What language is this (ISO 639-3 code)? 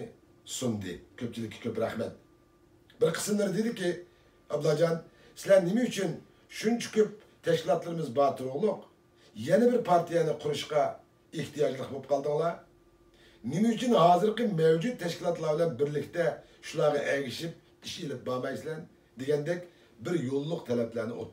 uig